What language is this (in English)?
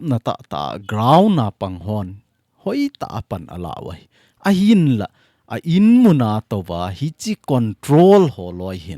Thado Chin